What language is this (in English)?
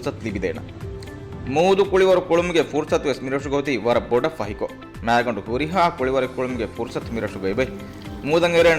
Divehi